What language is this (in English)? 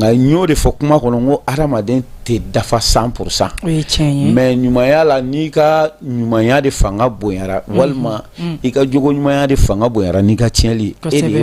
Bambara